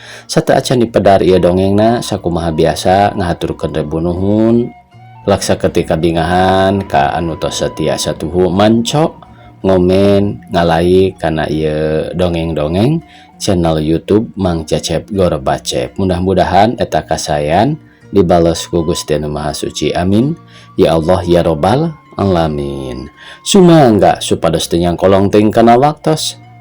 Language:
Sundanese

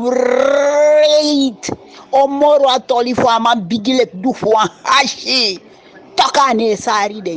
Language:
Eastern Maroon Creole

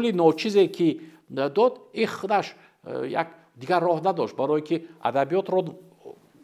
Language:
Tajik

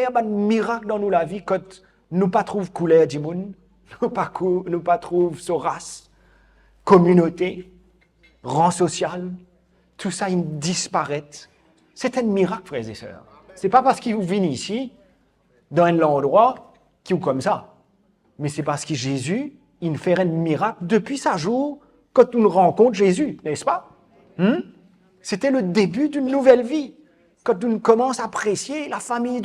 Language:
Morisyen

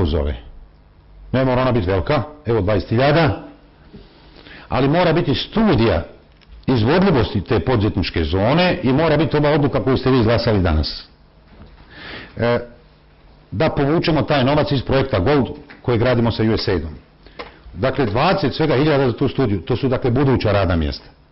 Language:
Bosnian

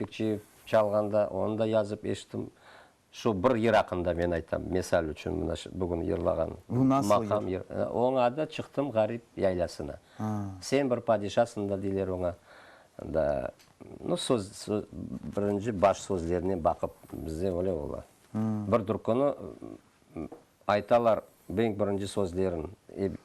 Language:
Crimean Tatar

